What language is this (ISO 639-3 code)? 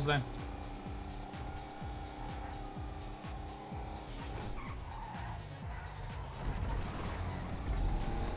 bul